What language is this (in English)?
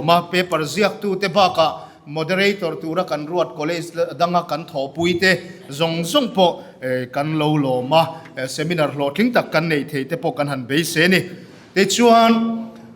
Mizo